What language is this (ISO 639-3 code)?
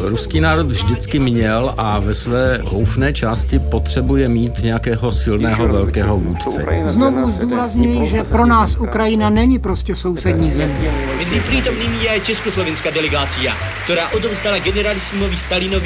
ces